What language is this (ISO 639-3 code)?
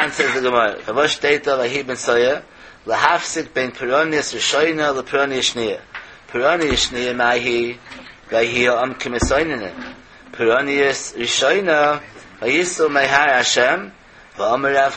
yid